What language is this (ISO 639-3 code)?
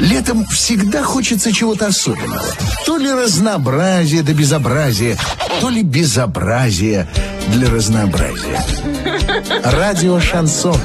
rus